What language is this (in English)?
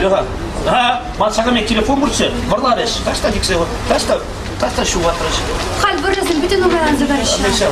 Chuvash